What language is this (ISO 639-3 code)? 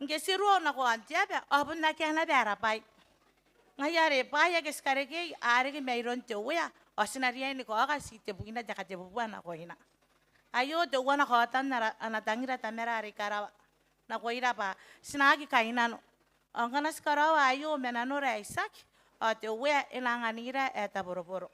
gil